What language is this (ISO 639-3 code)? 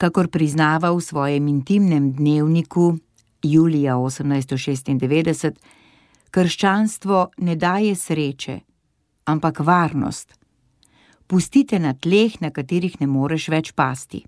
slv